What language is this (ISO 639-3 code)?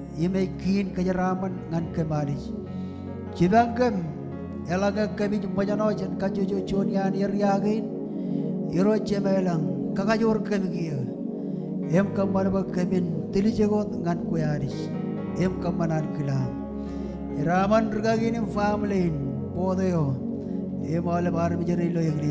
mah